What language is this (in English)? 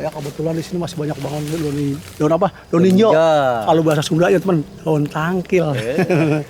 Betawi